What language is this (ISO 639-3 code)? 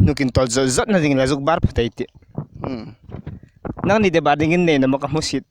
hmr